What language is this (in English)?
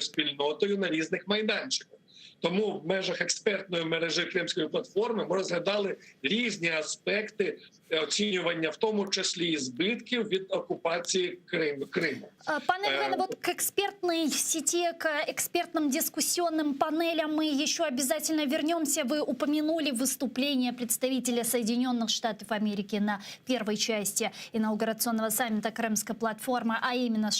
Crimean Tatar